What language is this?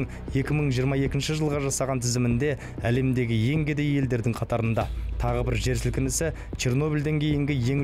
Kazakh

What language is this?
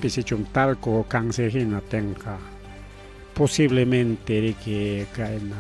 Ayacucho Quechua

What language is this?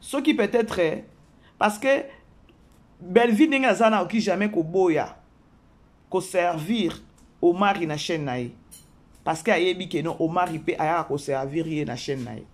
Lingala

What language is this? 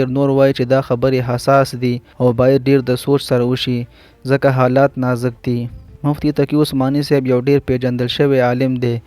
Pashto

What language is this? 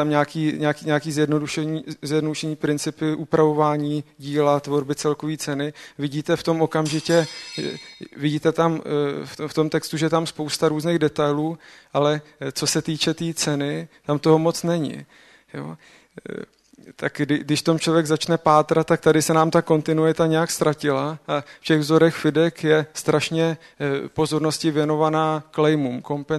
Czech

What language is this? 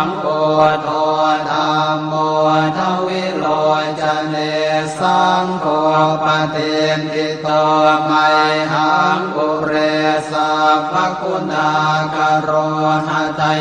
Pali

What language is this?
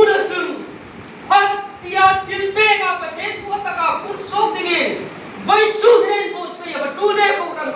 Hmar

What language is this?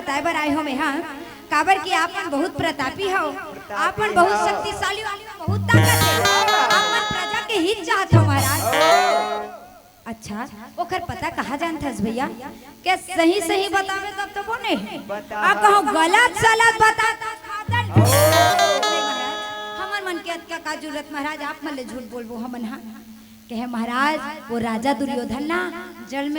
Chhattisgarhi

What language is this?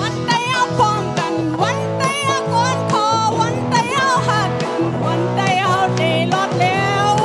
Shan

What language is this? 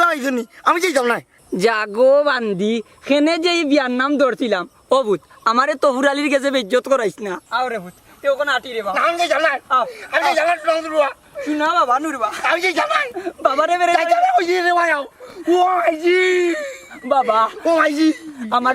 Sylheti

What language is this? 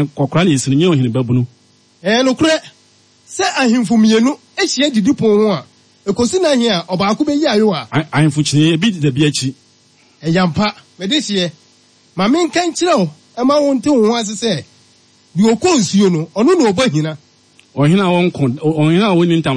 Akan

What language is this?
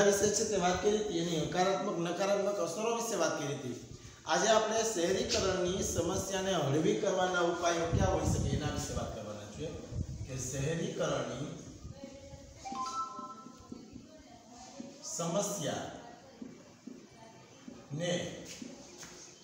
Gujarati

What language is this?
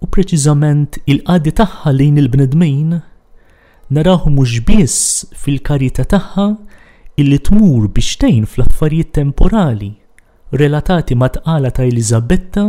Maltese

